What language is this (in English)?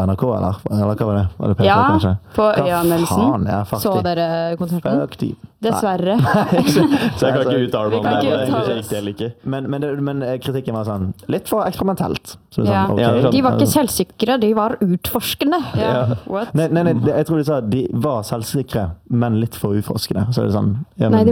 Norwegian